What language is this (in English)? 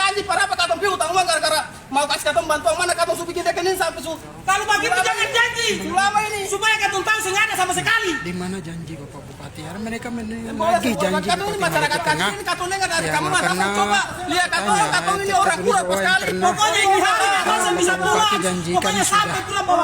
Ambonese Malay